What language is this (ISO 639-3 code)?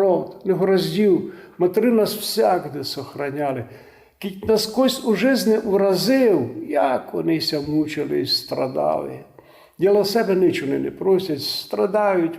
rue